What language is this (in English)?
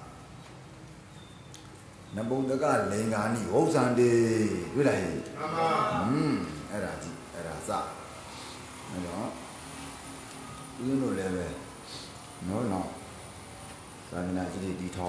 Burmese